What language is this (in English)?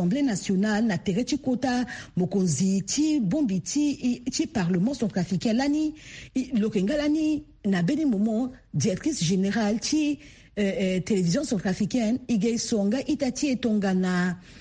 Sango